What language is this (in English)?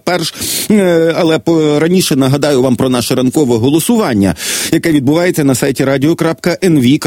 Ukrainian